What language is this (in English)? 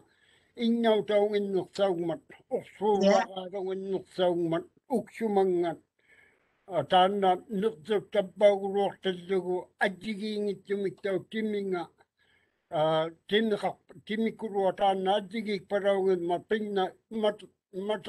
Māori